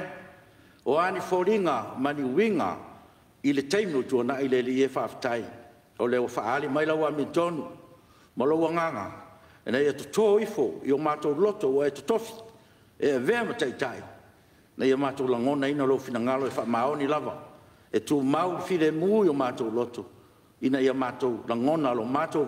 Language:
Samoan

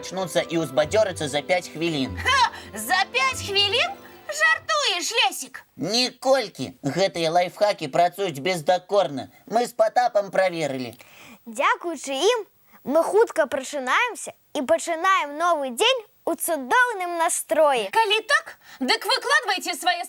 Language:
Belarusian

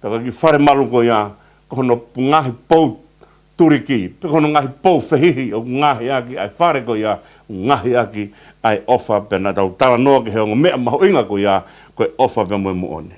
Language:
Tongan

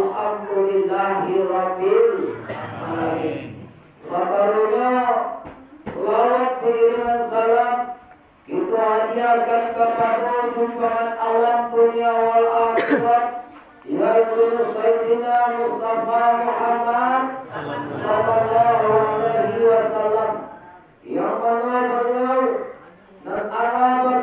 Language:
Minangkabau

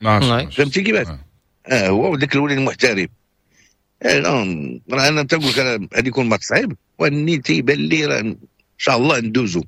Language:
Moroccan Arabic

